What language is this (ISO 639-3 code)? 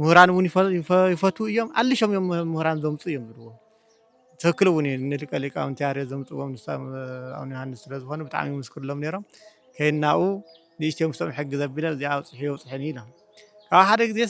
tir